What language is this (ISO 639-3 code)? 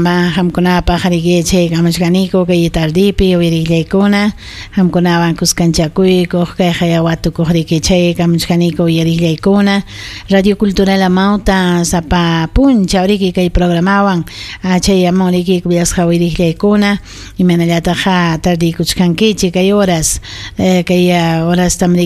quy